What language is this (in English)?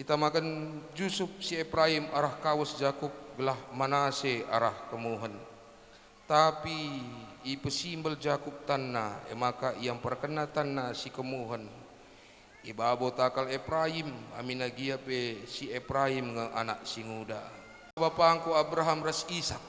Batak Karo